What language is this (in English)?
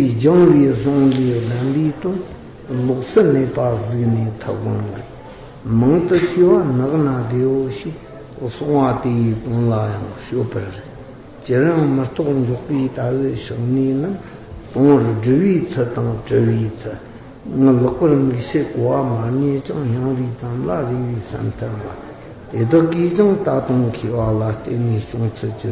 Tibetan